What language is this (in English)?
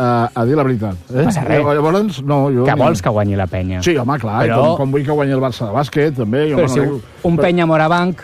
Catalan